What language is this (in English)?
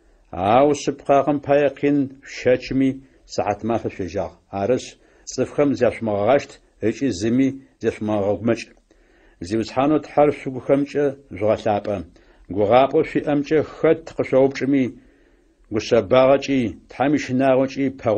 Adyghe